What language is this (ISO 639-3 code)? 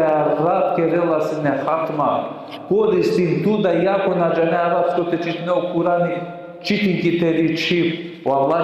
rmn